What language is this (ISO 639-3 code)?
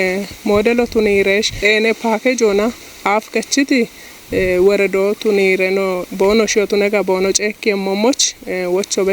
kbr